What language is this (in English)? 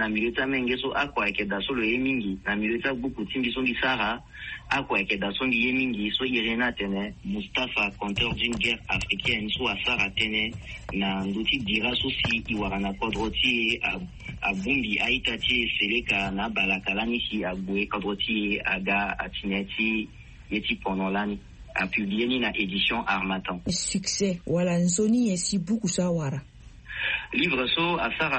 Sango